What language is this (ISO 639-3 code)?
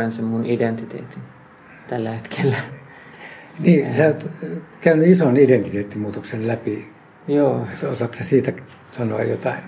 fin